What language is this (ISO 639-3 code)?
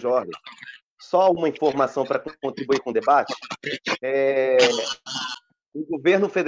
por